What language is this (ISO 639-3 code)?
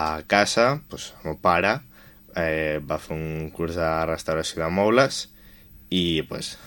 cat